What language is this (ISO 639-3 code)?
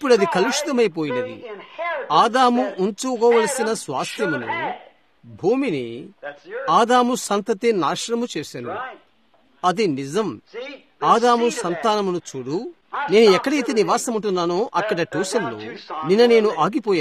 tel